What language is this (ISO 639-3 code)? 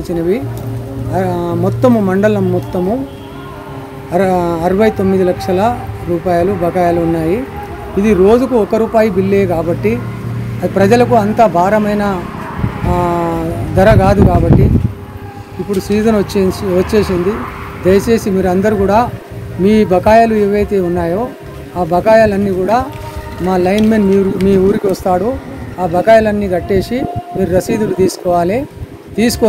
tel